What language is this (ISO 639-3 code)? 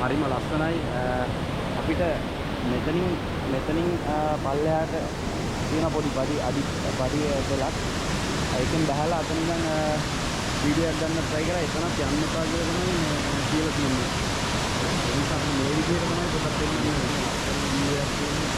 sin